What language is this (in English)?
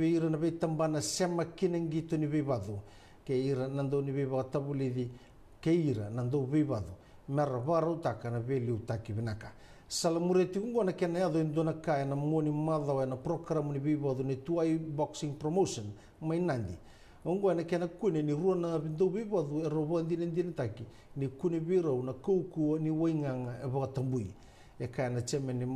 Fijian